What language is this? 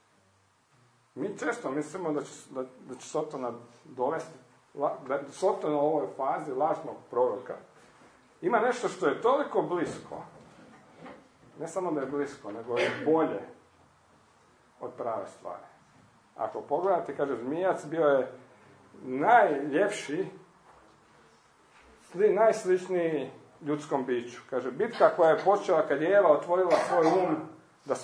Croatian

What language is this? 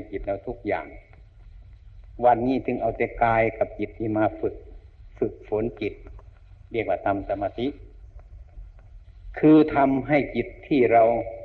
Thai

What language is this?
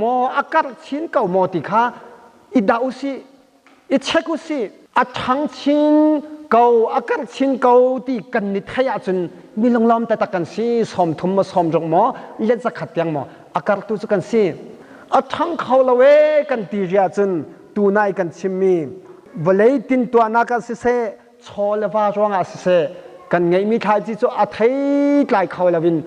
Hakha Chin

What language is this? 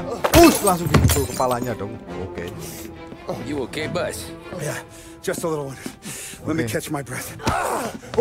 Indonesian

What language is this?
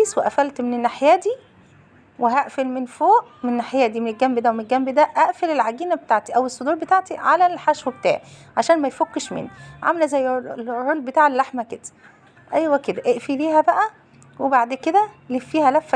Egyptian Arabic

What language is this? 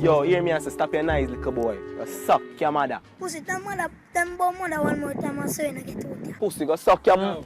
Jamaican Creole English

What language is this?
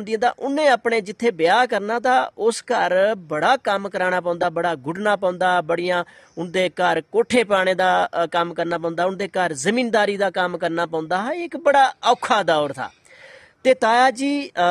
Dogri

